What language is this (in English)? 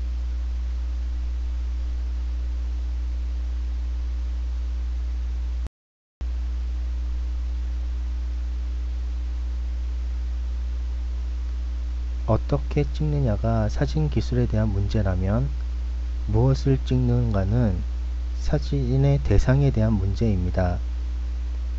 Korean